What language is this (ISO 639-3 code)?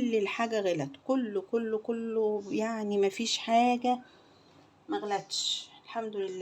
arz